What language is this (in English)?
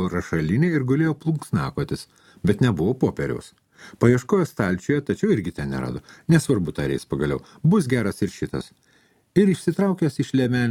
Lithuanian